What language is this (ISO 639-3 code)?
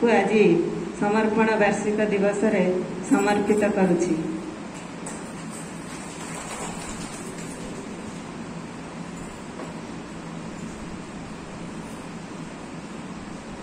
ori